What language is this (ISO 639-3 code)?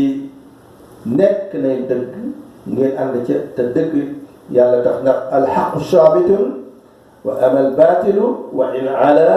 wol